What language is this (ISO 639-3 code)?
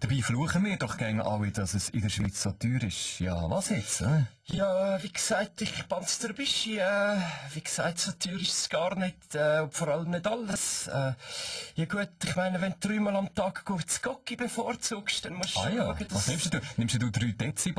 gsw